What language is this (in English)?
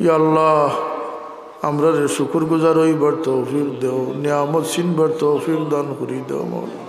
Sylheti